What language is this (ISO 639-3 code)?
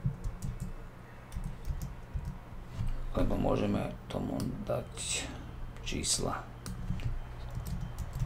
slk